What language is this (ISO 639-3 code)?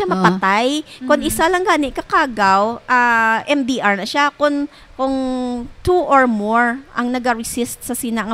hil